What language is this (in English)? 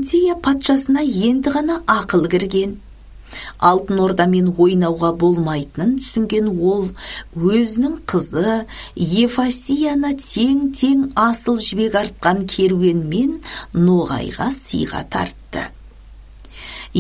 Kazakh